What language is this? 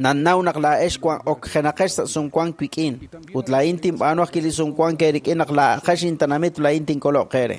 Kekchí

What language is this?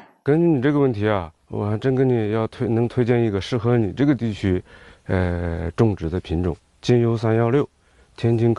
Chinese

